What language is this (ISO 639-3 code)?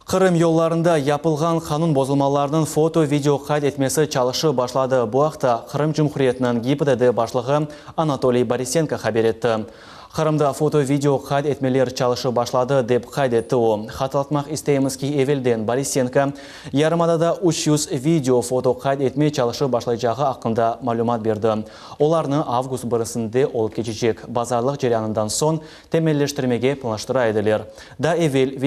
crh